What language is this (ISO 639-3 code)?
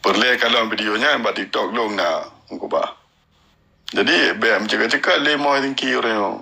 ace